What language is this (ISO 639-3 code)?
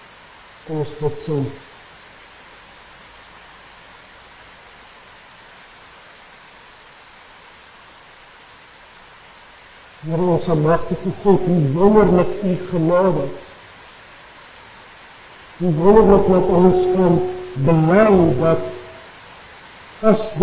afr